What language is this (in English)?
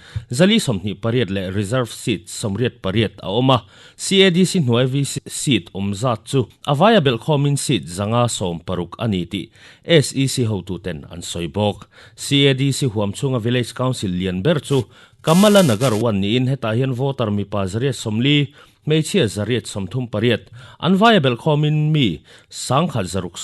Mizo